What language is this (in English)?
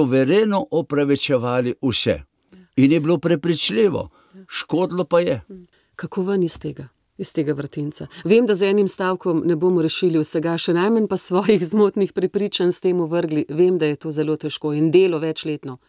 Slovenian